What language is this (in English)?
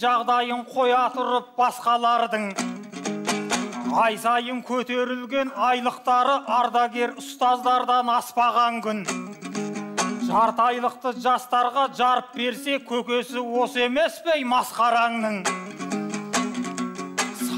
Kazakh